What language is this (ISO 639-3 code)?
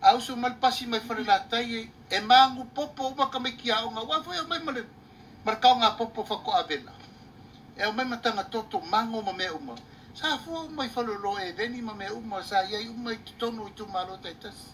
smo